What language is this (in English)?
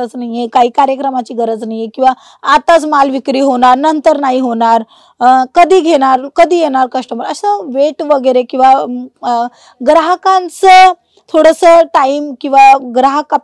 Marathi